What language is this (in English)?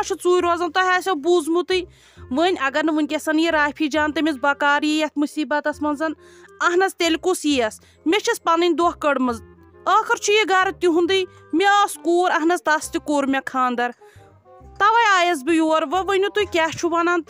Kashmiri